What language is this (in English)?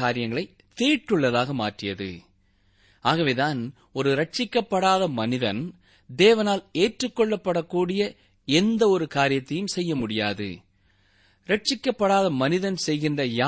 Tamil